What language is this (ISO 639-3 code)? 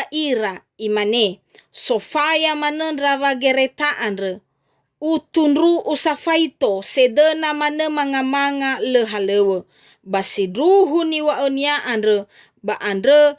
nia